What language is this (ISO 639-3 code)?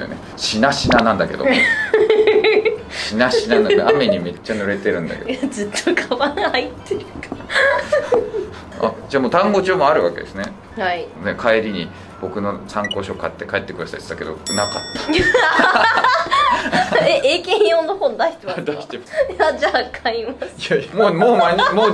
jpn